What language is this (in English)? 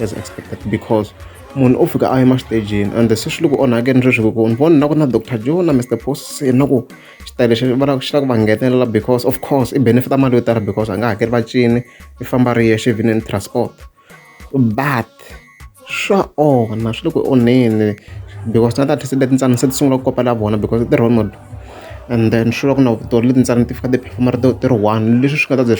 Tsonga